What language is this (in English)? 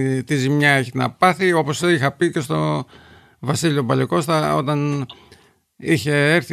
Greek